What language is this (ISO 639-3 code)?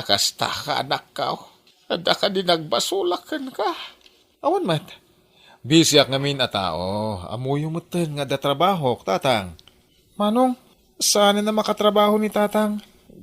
ilo